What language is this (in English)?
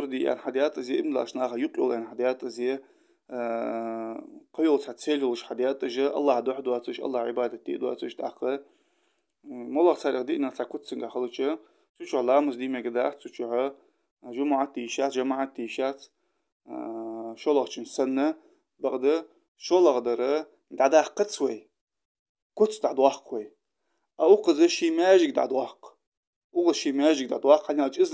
Ingush